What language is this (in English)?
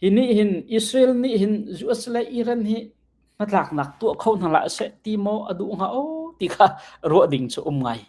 Hakha Chin